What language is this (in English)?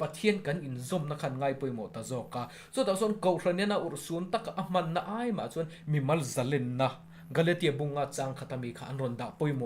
Mizo